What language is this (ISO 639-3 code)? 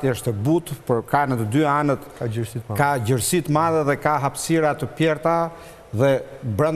sqi